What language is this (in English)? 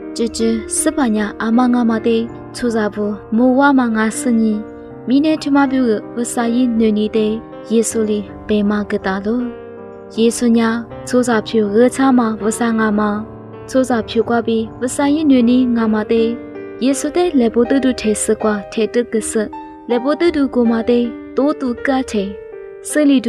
Lisu